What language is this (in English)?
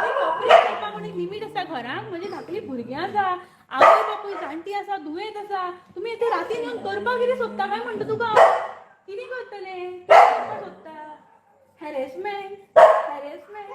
Konkani